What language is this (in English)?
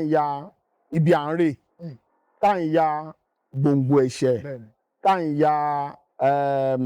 Yoruba